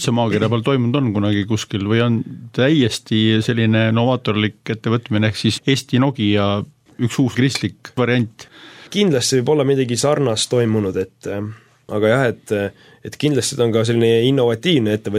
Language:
Estonian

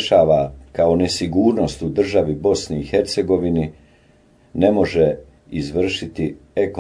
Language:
Bosnian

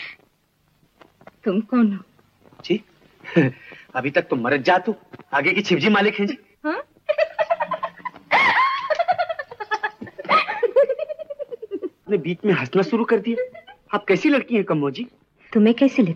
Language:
Hindi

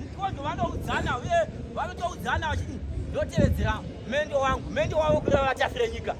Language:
Shona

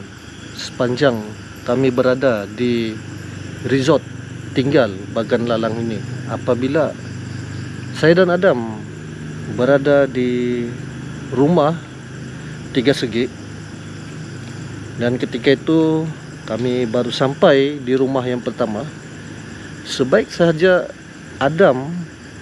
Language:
Malay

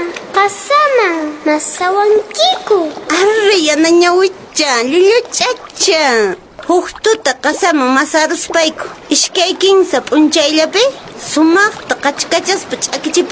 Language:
Quechua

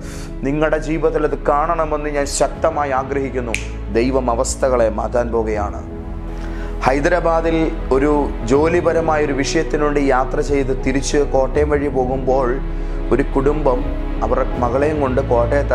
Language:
Malayalam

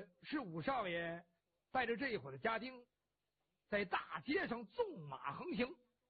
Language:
Chinese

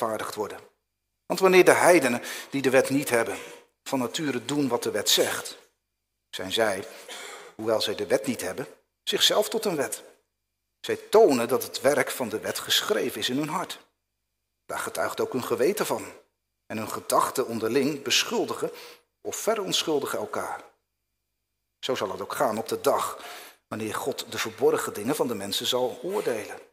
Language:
Dutch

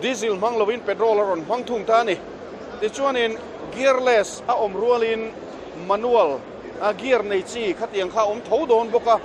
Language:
Mizo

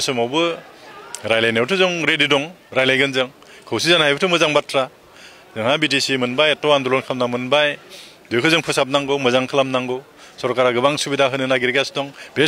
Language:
Bodo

